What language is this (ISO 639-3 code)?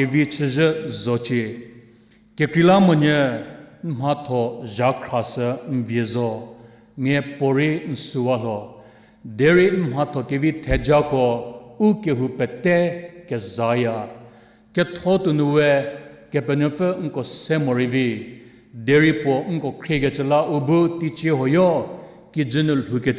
njm